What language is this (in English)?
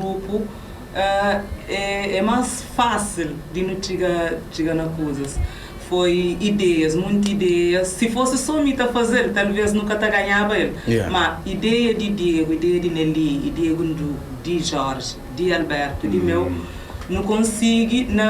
Kabuverdianu